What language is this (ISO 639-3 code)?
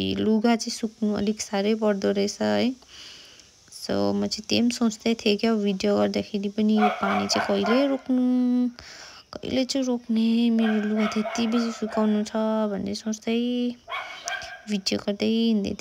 nep